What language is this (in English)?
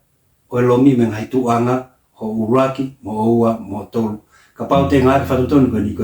Tongan